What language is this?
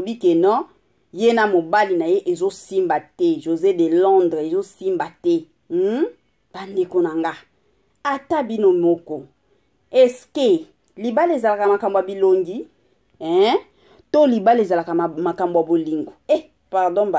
Lingala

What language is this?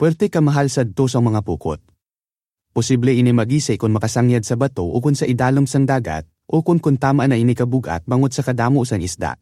Hiligaynon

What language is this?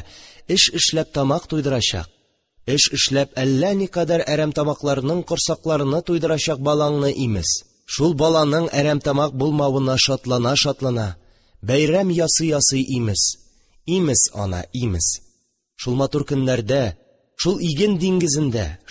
Tatar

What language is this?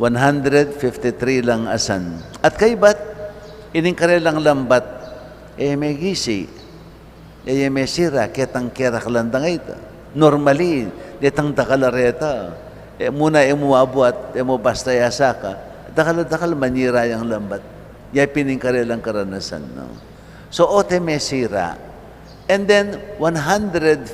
Pampanga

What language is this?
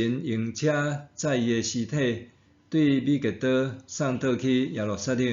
Min Nan Chinese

